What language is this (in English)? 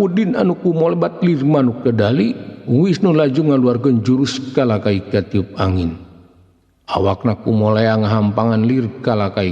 Sundanese